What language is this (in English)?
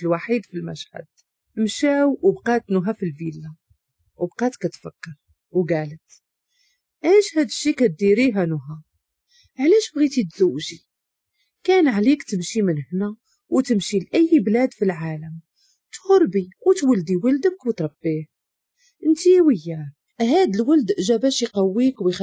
Moroccan Arabic